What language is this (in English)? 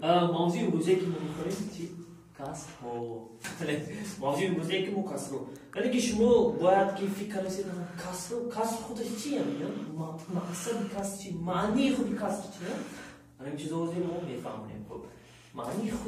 Tajik